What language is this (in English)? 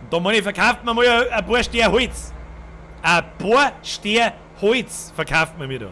Bavarian